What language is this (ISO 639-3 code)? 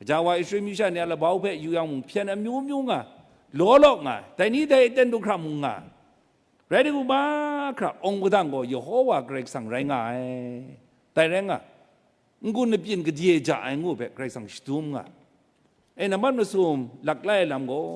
kac